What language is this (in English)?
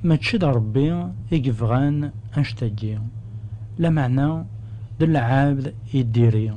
Kabyle